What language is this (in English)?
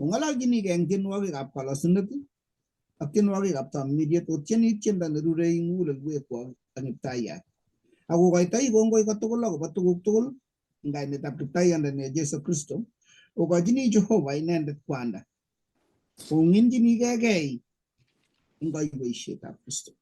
Kalenjin